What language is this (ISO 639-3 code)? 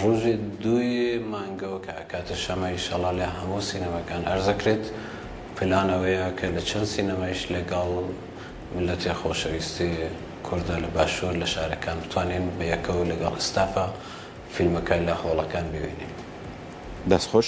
ckb